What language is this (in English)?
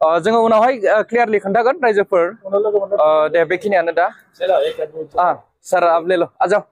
Bodo